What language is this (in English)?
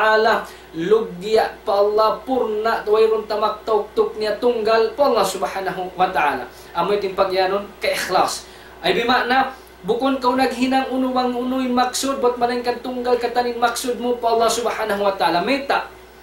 Tausug